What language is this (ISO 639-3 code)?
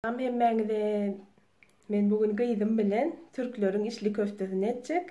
tuk